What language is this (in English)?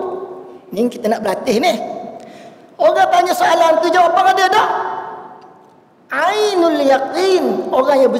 Malay